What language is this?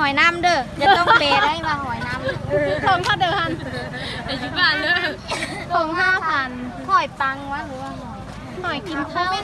Lao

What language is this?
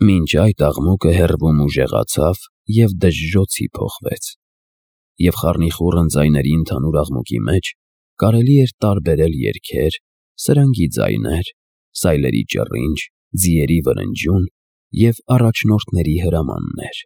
Armenian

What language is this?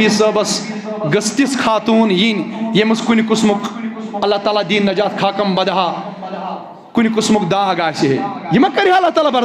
Kashmiri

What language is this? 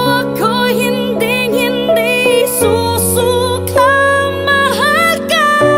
Filipino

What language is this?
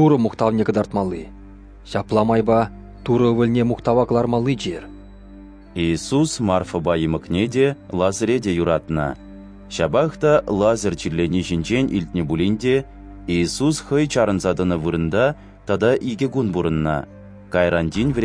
Chuvash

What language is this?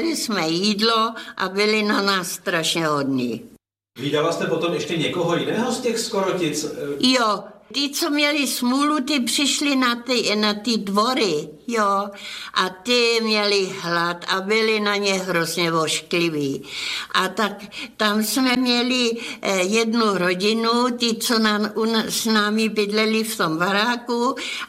Czech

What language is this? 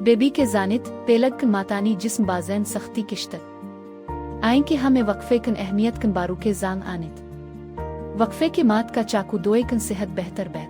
Baluchi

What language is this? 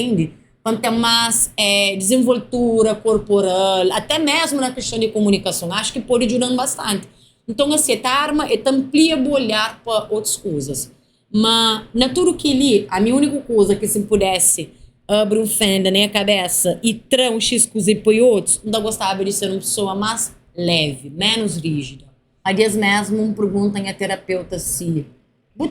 Kabuverdianu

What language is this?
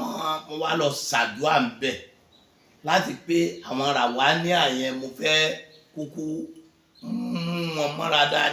Yoruba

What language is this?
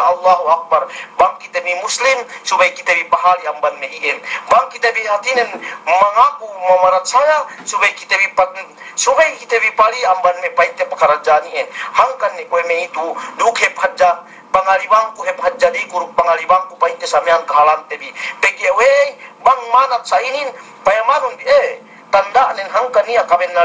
Yakan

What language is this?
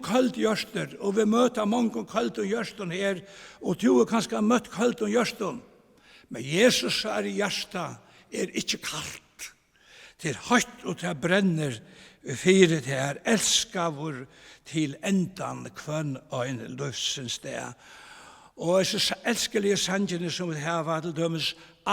Faroese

